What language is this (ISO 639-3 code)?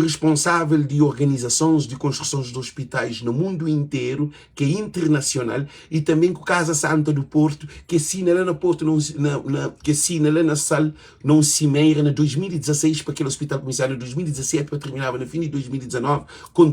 kea